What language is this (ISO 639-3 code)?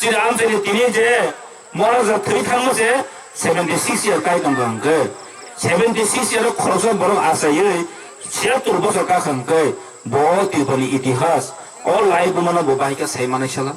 trp